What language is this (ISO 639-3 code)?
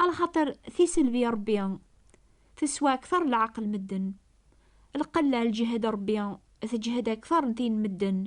kab